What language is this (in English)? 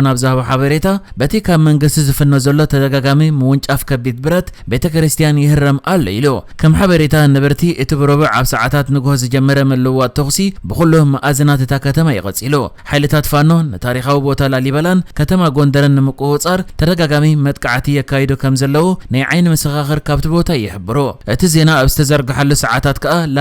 Tigrinya